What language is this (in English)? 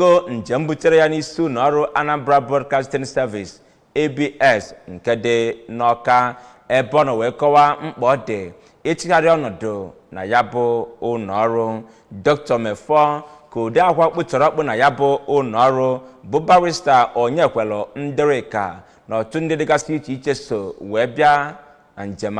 Igbo